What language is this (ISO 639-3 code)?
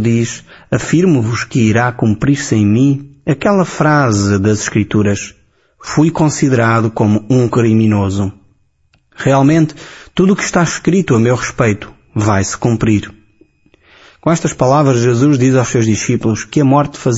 por